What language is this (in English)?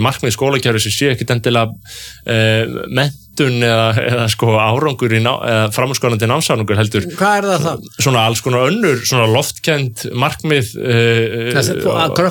Icelandic